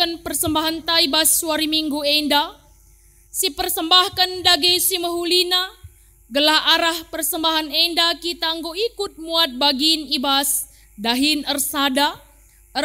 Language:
Batak Karo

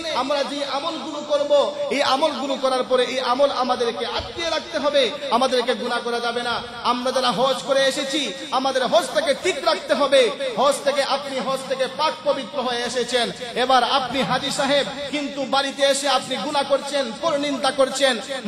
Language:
Bangla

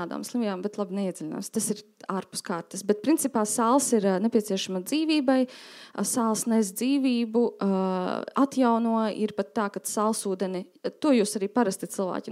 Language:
Latvian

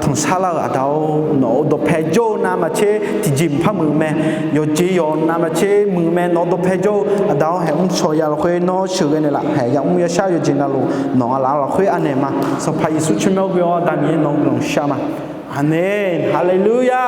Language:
Akha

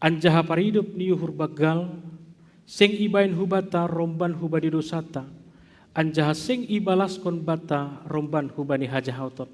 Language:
Batak Simalungun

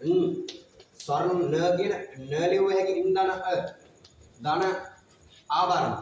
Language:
Sinhala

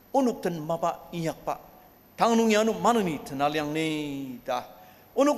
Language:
Ao Naga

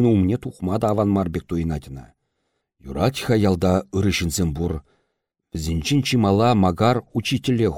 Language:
Chuvash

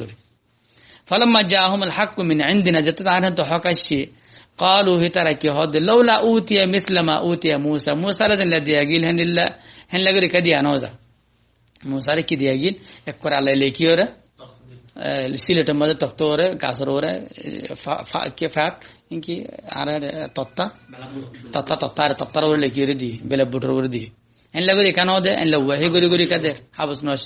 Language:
Rohingya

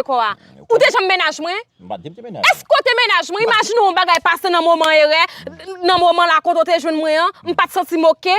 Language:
Haitian Creole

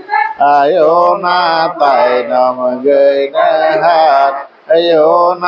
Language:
Santali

